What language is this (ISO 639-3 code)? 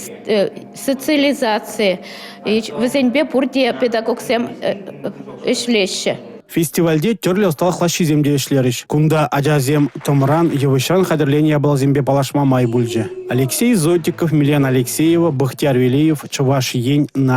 chv